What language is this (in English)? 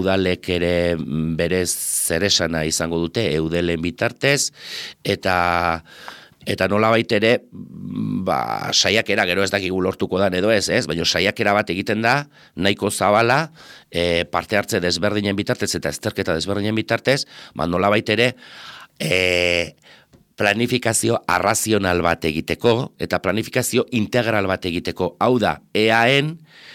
Basque